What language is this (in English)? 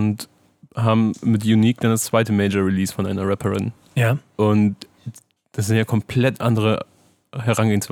German